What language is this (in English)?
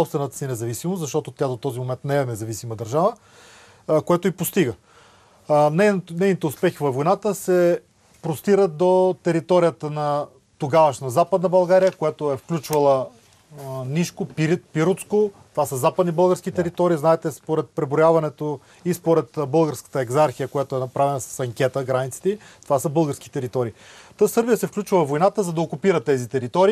Bulgarian